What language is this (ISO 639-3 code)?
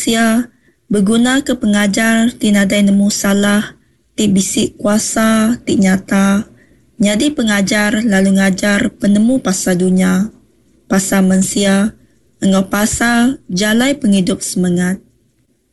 iba